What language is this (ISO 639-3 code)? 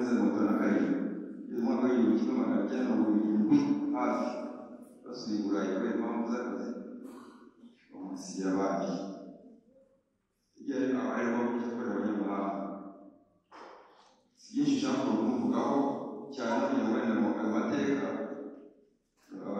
kin